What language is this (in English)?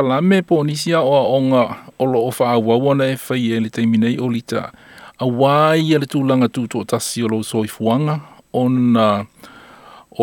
Samoan